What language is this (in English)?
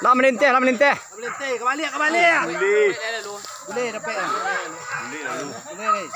Minangkabau